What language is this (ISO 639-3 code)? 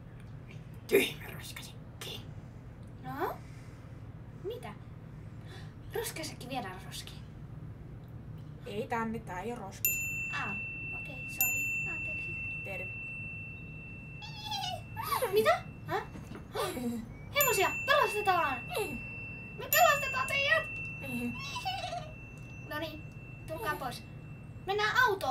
fin